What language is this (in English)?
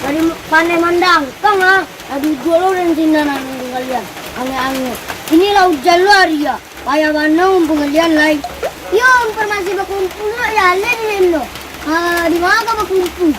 Minangkabau